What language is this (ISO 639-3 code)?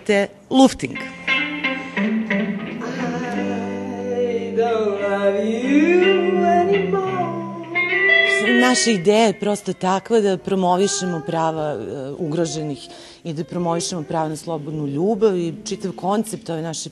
srp